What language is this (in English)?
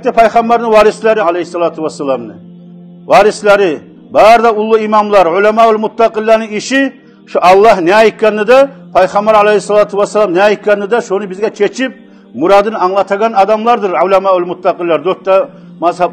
Kumyk